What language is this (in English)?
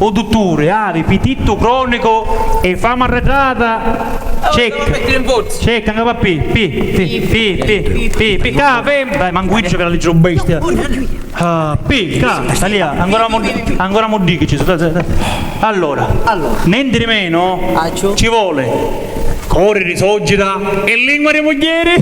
Sicilian